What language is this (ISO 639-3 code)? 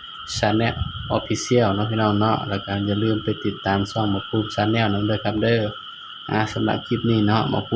tts